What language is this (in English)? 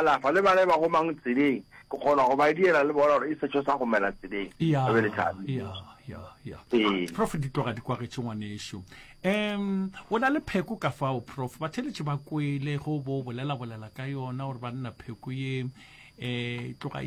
Northern Sotho